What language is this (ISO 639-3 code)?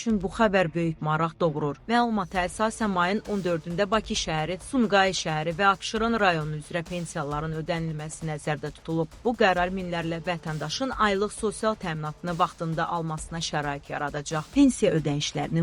aze